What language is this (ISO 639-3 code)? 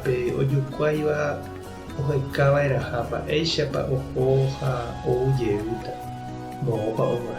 grn